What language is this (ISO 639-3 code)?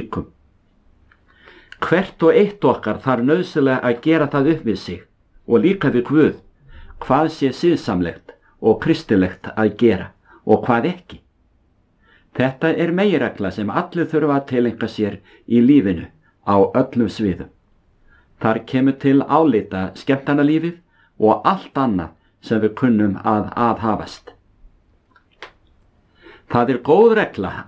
isl